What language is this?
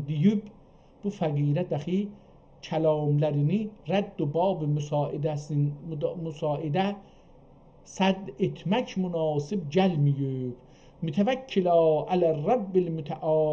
South Azerbaijani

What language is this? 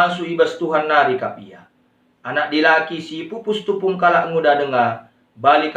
Batak Karo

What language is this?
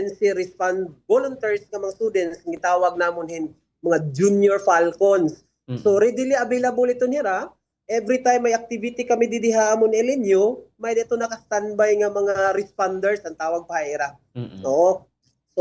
Waray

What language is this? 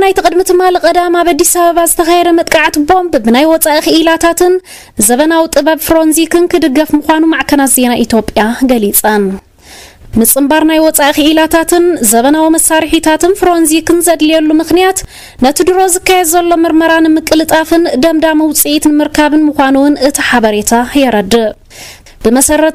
Tigrinya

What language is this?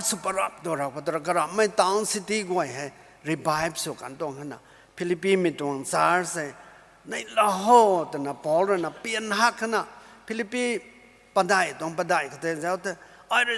Rongmei Naga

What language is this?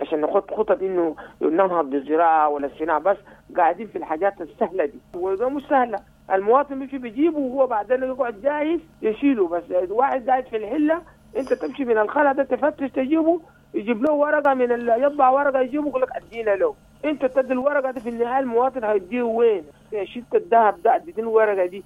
Sudanese Arabic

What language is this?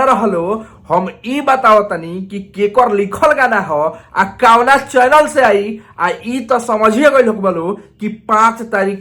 Bhojpuri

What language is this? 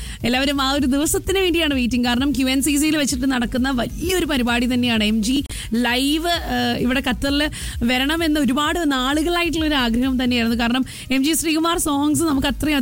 Malayalam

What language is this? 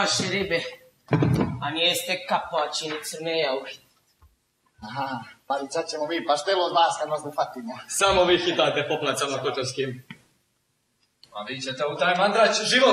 Croatian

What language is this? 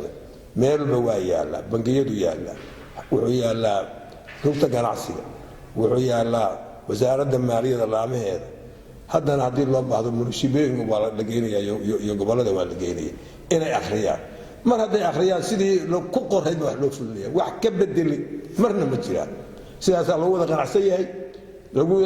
Somali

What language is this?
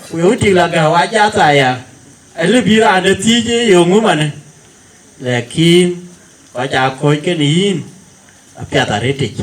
Dinka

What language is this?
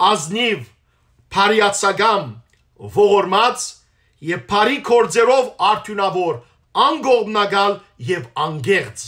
Western Armenian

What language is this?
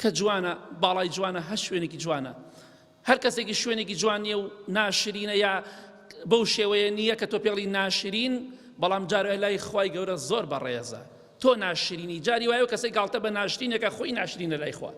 Central Kurdish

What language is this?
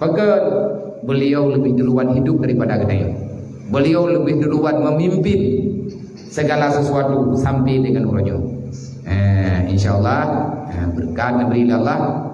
Achinese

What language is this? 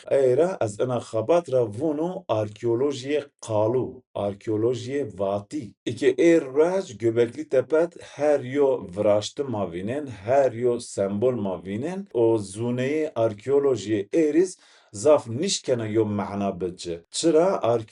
Zaza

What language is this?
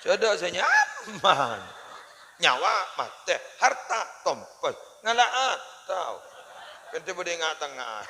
Madurese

